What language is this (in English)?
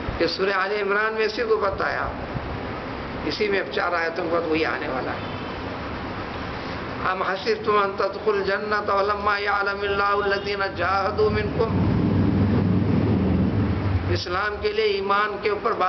Urdu